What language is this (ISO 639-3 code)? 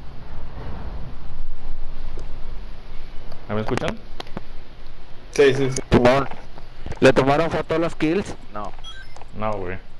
spa